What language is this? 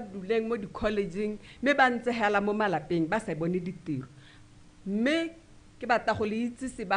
Tswana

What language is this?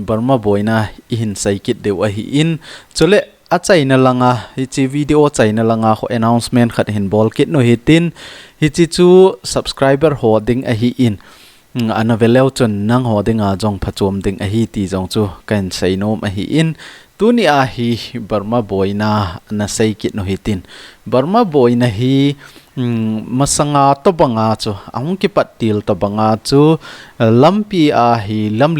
Thado Chin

